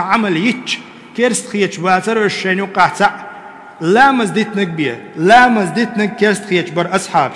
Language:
Chechen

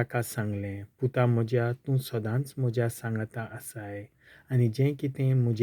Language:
Konkani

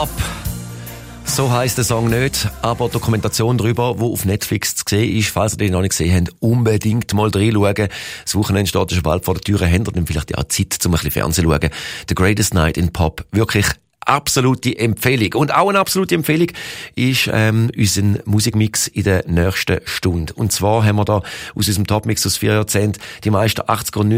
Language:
Swiss German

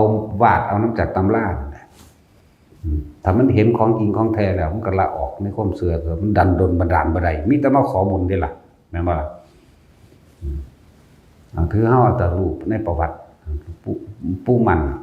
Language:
Northeastern Thai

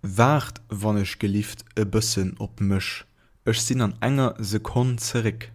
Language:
Luxembourgish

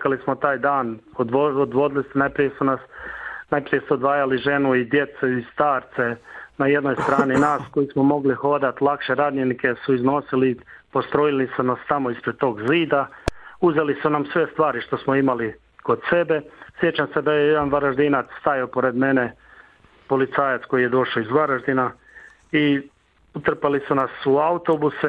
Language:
Croatian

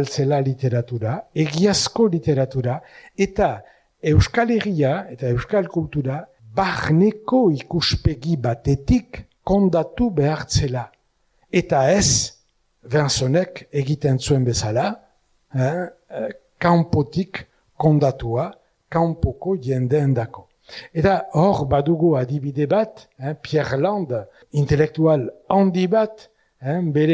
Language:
Basque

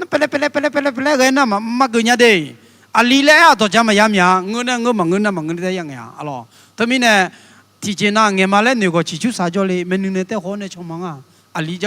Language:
Akha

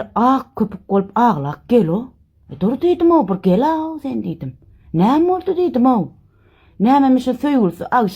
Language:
Turkmen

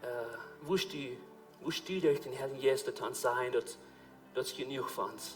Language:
Plautdietsch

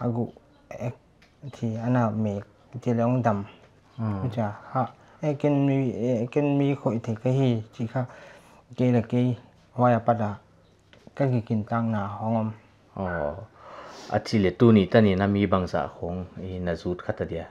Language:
Paite Chin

